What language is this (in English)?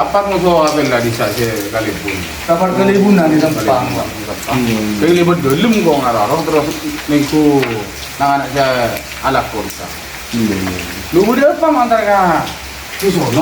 Madurese